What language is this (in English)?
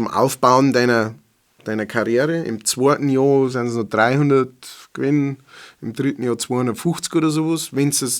Bavarian